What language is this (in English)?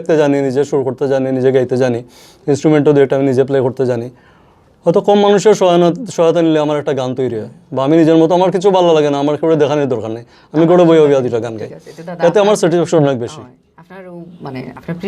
Sylheti